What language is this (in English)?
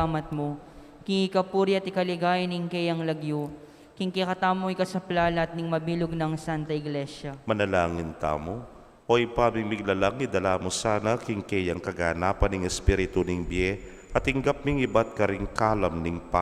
Pampanga